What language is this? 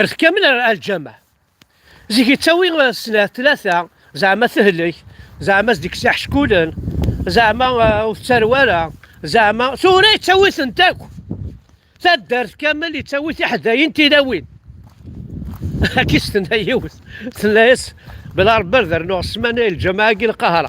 Kabyle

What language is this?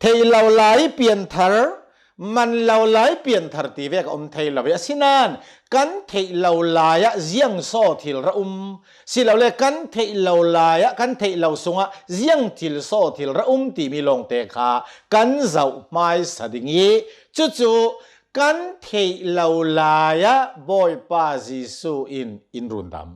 Hakha Chin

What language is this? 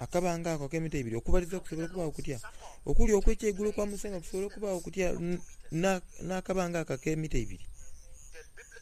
Soga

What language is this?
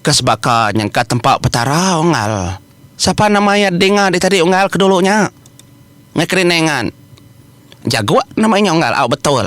Iban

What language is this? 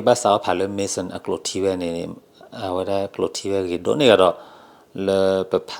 S'gaw Karen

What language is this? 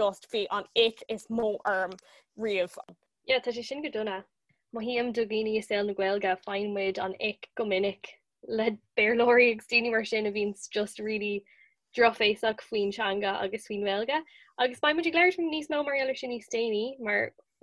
Irish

